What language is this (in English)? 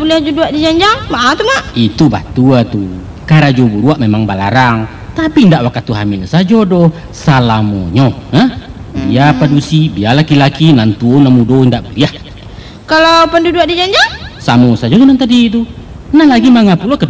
Minangkabau